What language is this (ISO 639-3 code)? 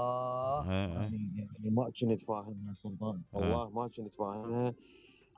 acm